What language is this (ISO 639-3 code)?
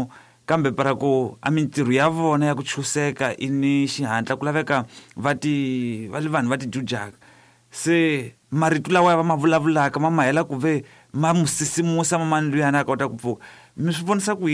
tso